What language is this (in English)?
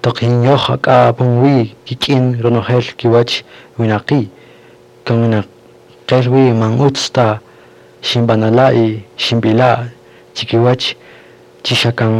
Kaqchikel